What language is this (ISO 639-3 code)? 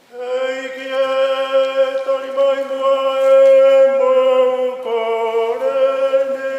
ton